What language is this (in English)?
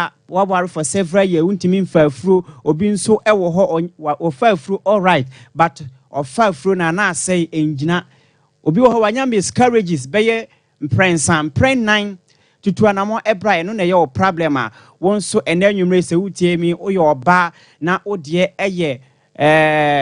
Akan